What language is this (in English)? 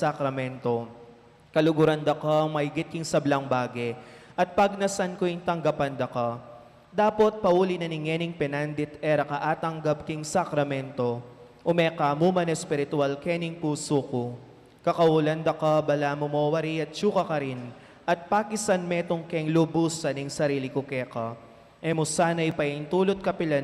Pampanga